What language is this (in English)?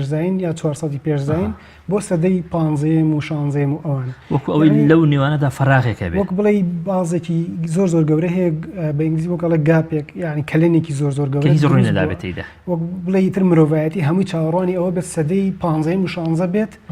Central Kurdish